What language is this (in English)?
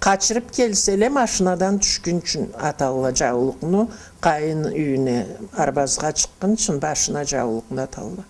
Karachay-Balkar